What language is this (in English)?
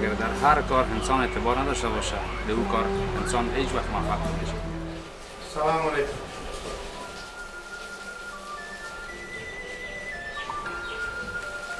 Persian